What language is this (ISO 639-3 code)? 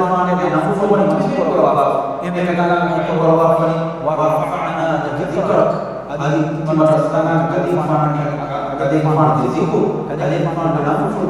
div